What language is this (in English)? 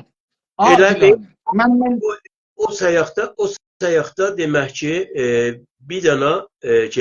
South Azerbaijani